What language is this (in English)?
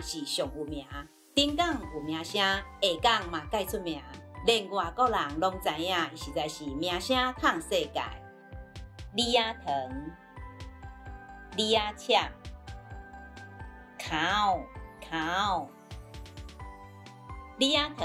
Min Nan Chinese